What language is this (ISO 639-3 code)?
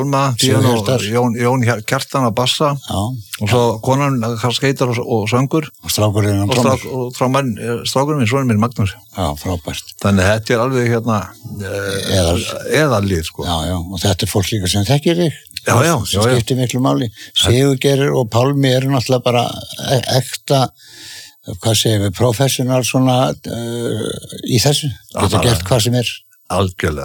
isl